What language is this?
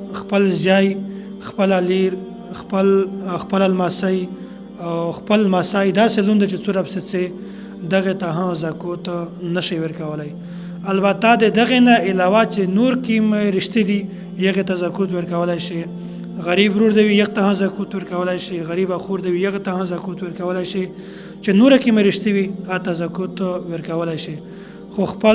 Pashto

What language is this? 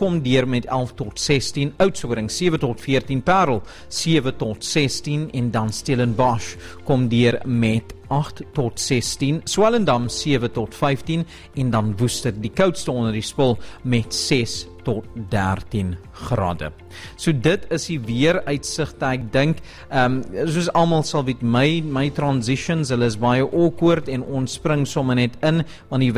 Afrikaans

